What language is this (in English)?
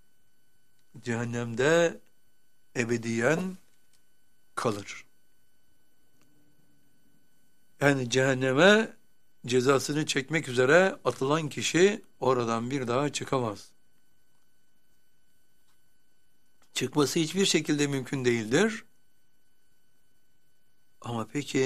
Turkish